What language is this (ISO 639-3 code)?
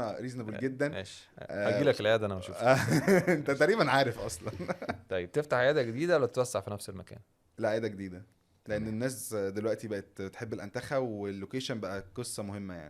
arz